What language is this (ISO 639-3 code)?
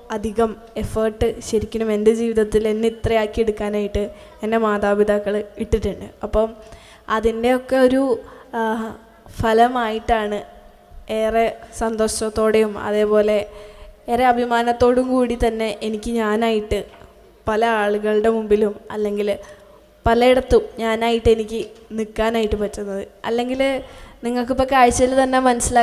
mal